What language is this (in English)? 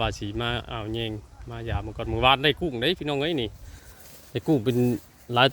Northeastern Thai